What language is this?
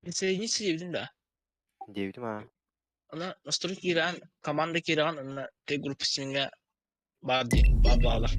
Yakut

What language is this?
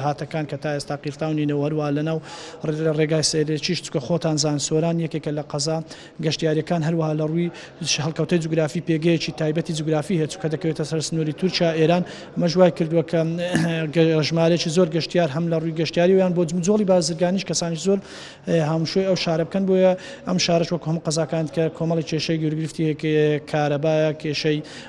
Central Kurdish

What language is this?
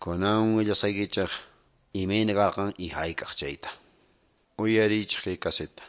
Quechua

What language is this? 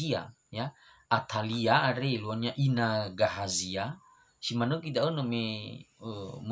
Nias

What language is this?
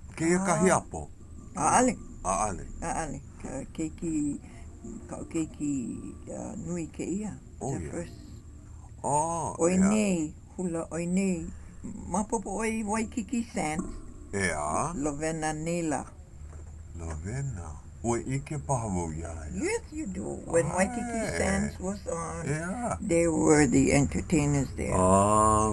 Hawaiian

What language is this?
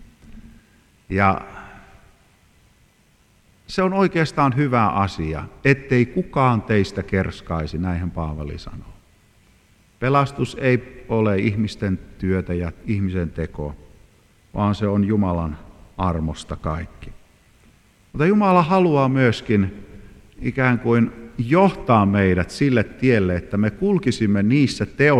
Finnish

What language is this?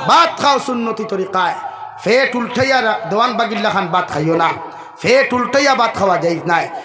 Sylheti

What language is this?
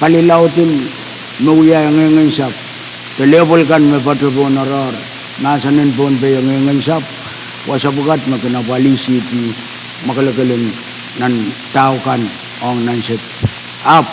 Pohnpeian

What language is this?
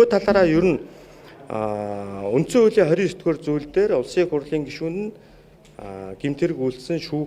Mongolian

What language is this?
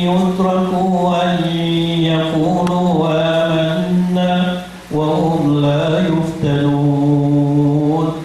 Maranao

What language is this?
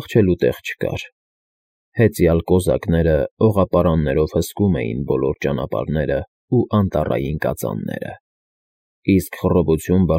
Armenian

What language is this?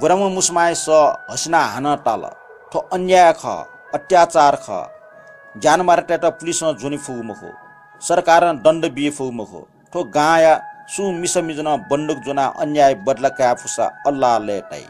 Newari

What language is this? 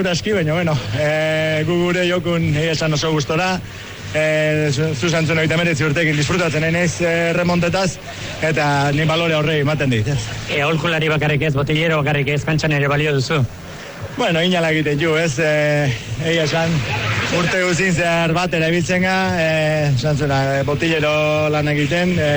Basque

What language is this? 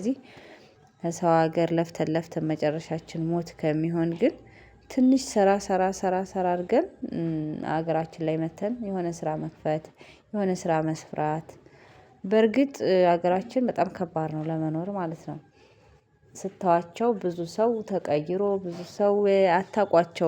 Amharic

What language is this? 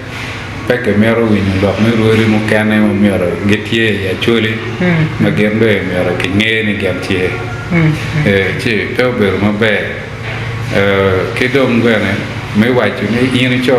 Acoli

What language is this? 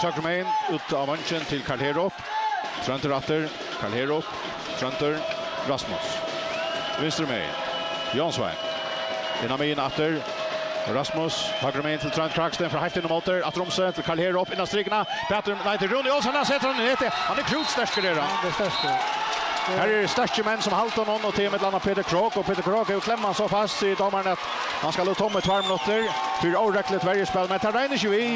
Faroese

